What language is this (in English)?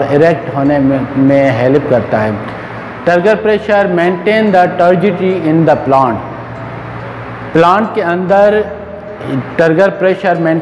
Hindi